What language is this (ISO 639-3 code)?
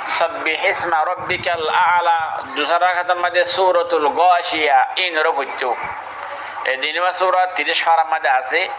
rhg